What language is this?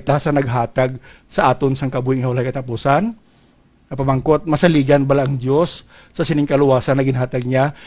Hiligaynon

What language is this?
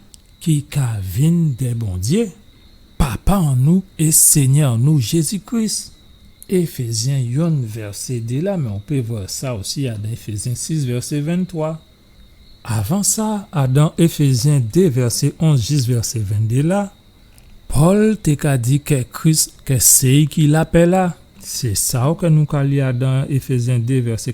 Guadeloupean Creole French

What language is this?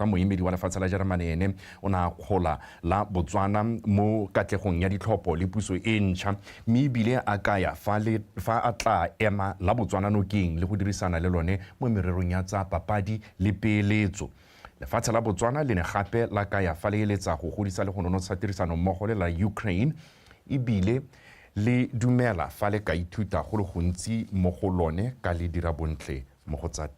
Tswana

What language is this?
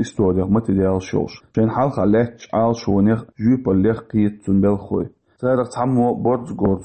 Chechen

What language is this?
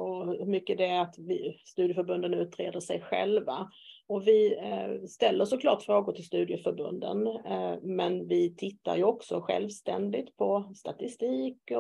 Swedish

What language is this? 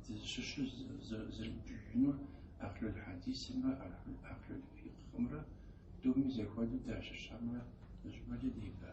Kabardian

